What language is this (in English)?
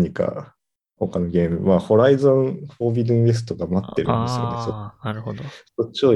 Japanese